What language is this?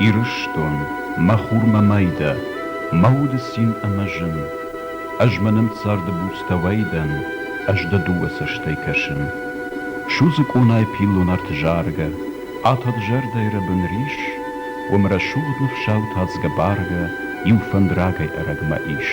Ossetic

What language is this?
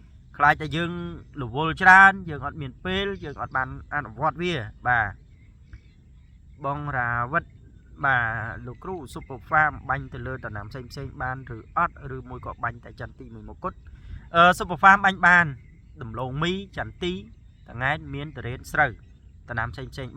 Khmer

